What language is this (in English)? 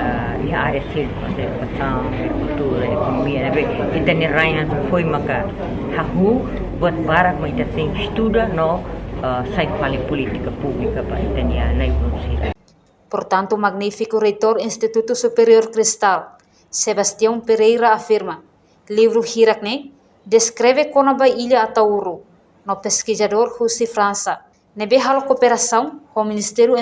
Tetum